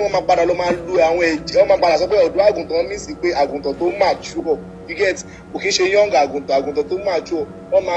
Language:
Yoruba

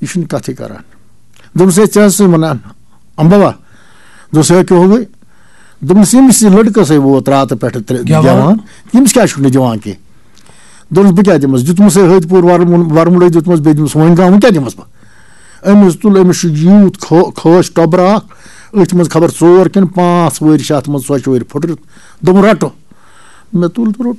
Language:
Kashmiri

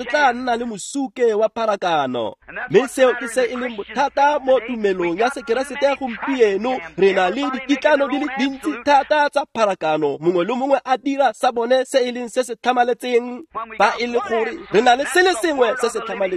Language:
Tswana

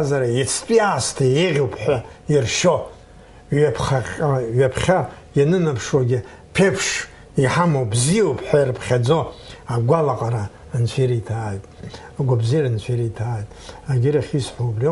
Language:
Abkhazian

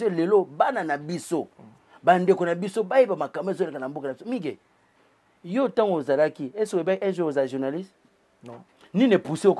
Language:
Lingala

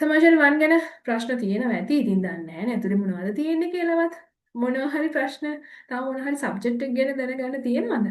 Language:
Sinhala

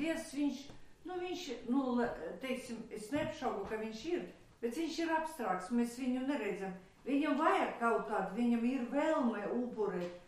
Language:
Latvian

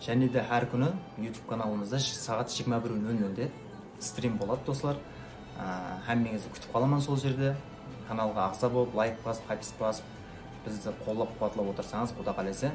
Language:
Kara-Kalpak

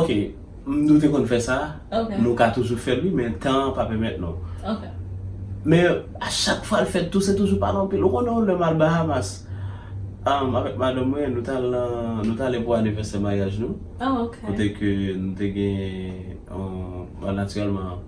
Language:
Haitian Creole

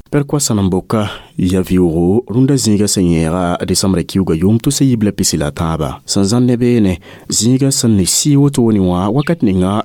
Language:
Mossi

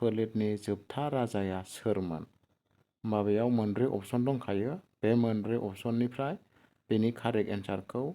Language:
Bodo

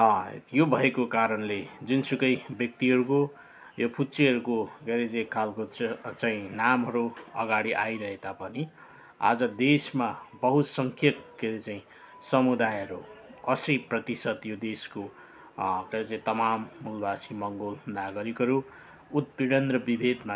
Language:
Nepali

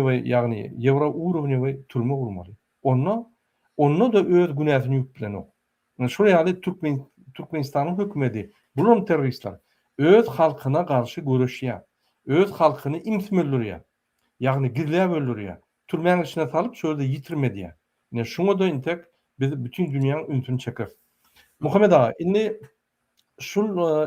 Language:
Turkmen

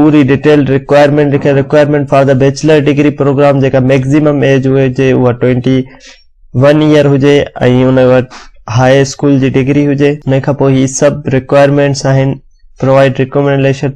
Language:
Sindhi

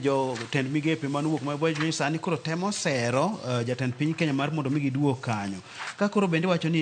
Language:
Luo (Kenya and Tanzania)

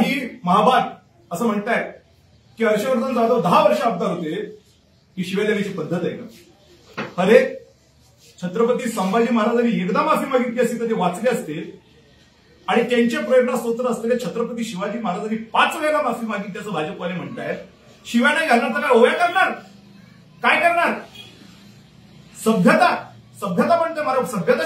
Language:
Marathi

